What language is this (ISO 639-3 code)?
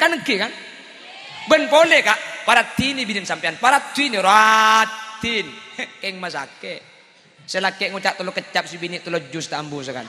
mad